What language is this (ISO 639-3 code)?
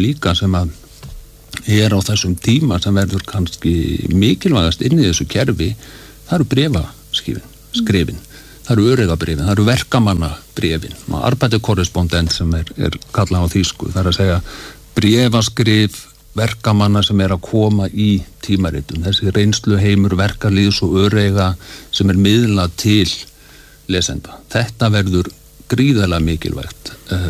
isl